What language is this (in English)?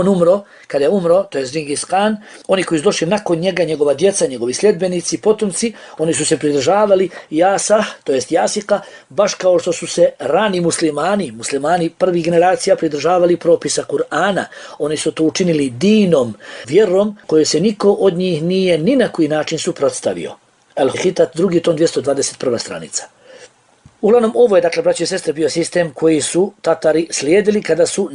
Bosnian